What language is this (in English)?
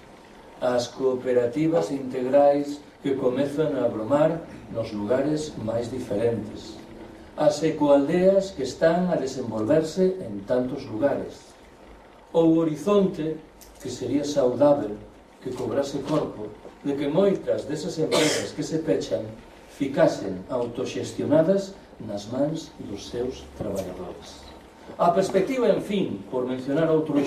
Galician